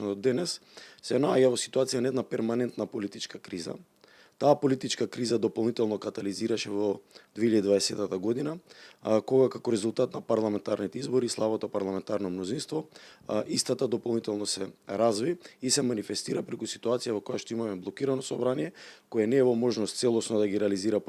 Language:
Macedonian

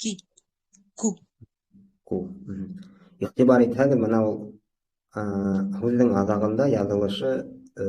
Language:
Bashkir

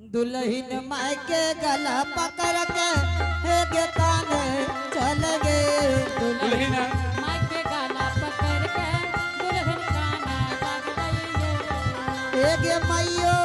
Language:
Angika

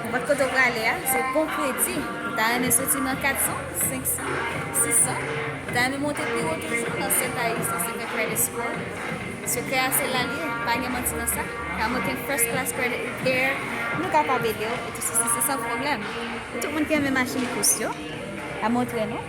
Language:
Haitian Creole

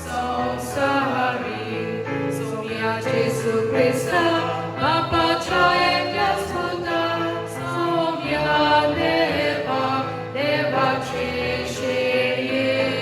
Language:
Konkani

